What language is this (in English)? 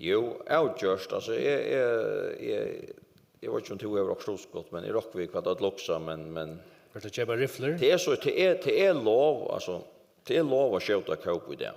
Faroese